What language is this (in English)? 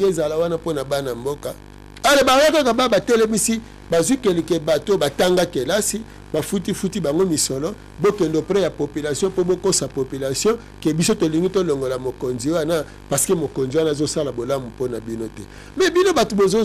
Lingala